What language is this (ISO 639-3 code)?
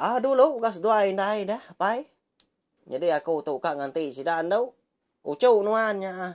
iba